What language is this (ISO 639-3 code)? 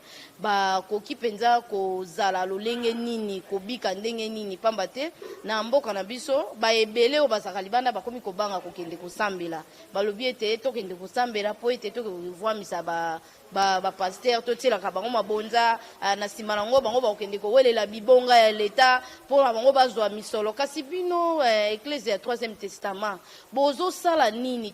lin